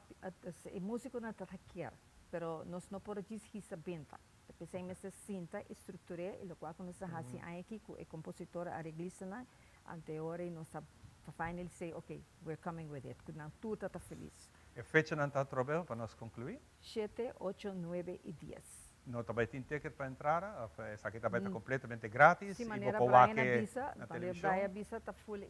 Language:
Papiamento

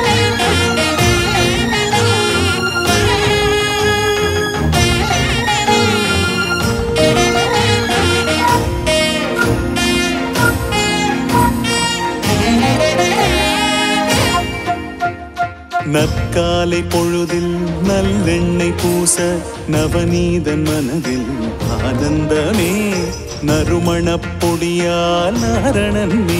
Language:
Tamil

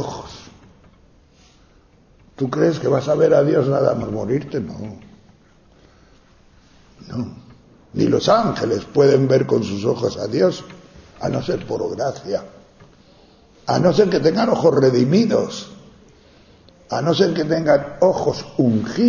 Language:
Spanish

